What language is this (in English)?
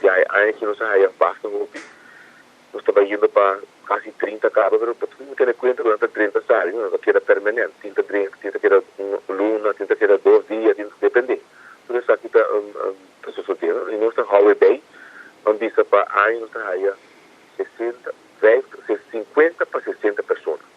Papiamento